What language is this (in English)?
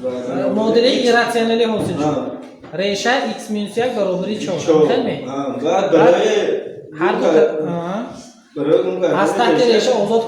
Tajik